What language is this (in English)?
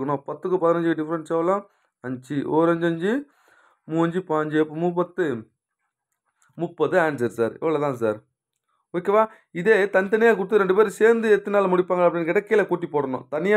Tamil